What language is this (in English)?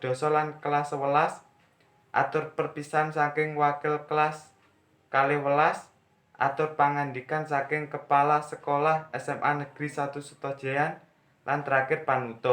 Javanese